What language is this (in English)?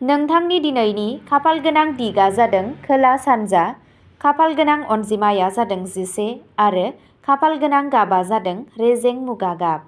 Bodo